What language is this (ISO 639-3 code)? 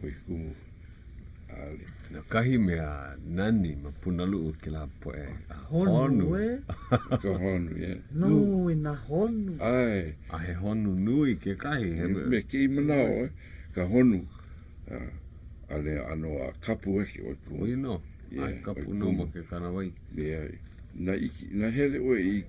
haw